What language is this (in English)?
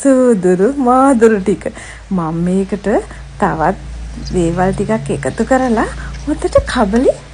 Sinhala